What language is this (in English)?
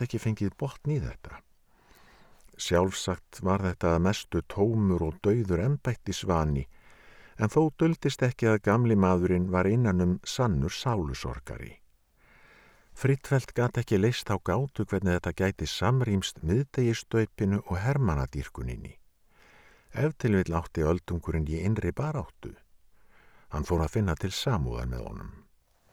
Icelandic